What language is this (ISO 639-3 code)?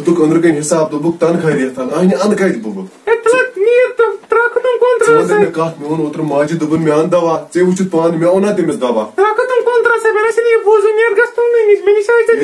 kas